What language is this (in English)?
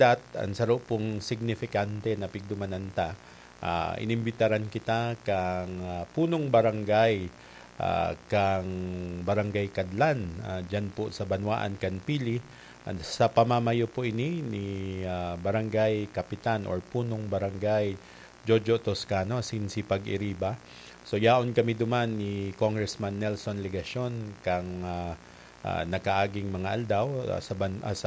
Bikol